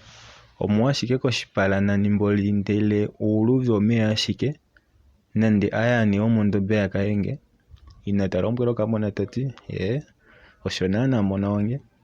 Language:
Kuanyama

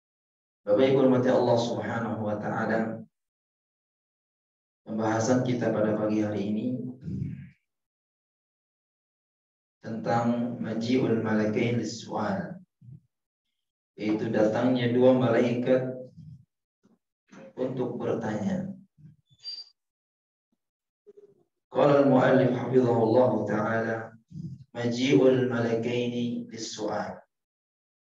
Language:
Indonesian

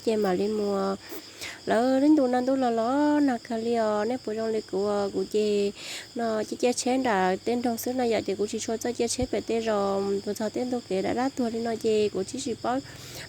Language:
Hmong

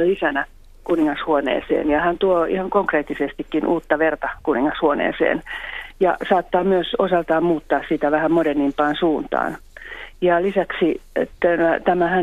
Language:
Finnish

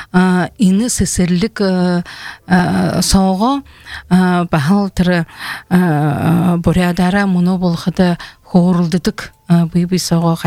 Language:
Buriat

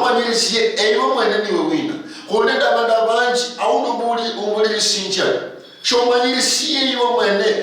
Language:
Luyia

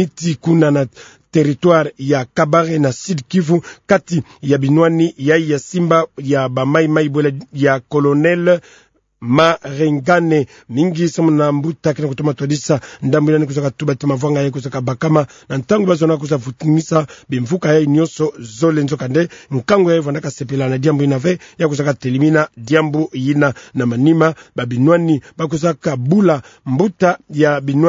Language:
Kituba (Democratic Republic of Congo)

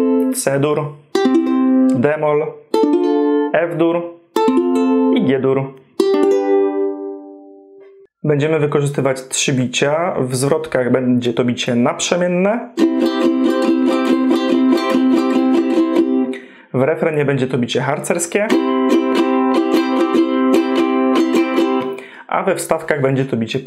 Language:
Polish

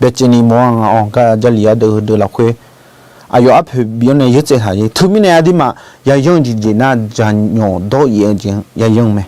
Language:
Akha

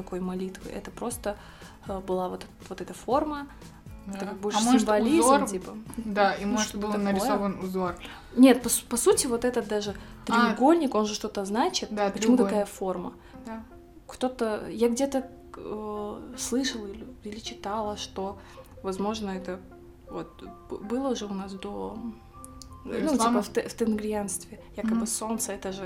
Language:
Russian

